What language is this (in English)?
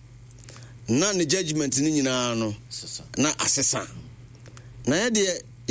Akan